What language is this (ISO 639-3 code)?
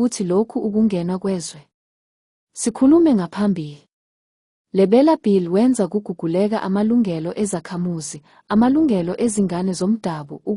zul